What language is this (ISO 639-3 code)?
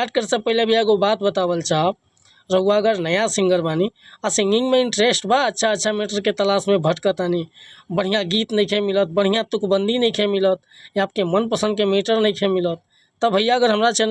bho